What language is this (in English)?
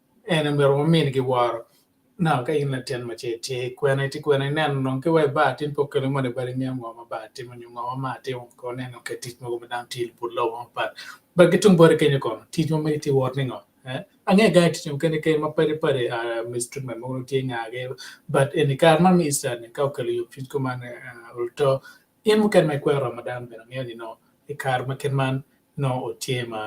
Acoli